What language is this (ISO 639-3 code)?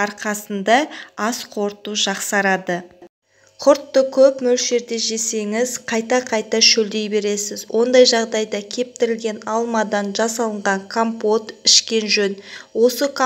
kaz